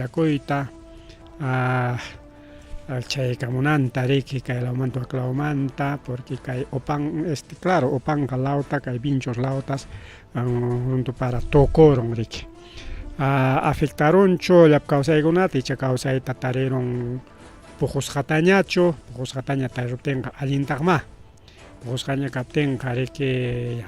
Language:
Ayacucho Quechua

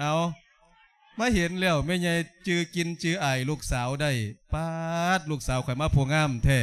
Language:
Lao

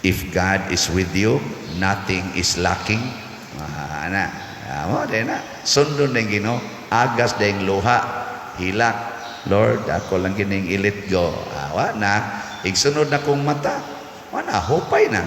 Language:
Cebuano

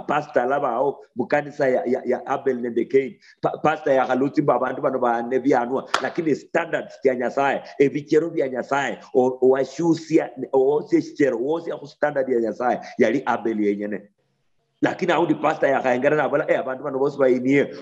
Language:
Luyia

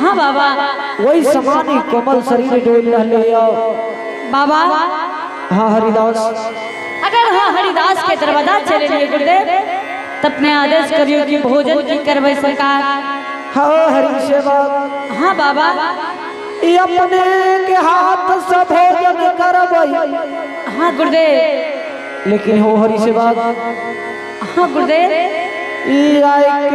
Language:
Angika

